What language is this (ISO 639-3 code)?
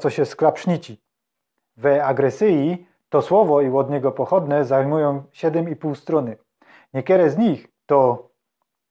szl